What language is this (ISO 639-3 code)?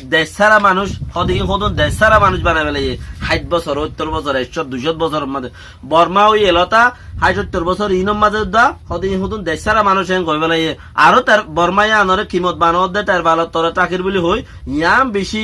rhg